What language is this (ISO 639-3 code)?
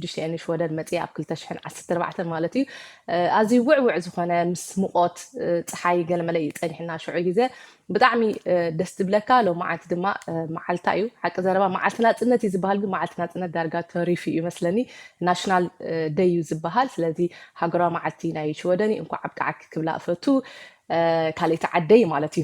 tir